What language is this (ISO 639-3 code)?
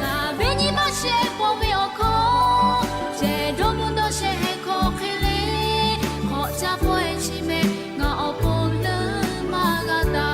lhu